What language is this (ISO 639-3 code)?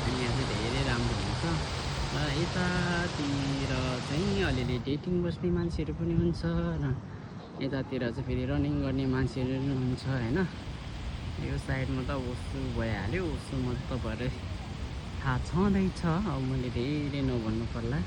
nep